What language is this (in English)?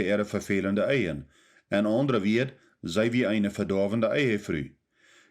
Plautdietsch